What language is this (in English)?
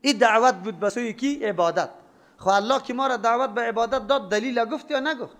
Persian